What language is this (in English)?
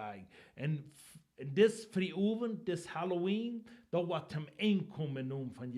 Plautdietsch